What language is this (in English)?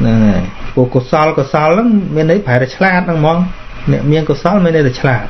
Khmer